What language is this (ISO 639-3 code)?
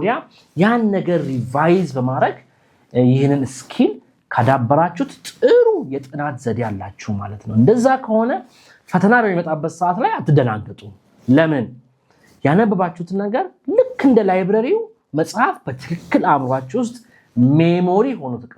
amh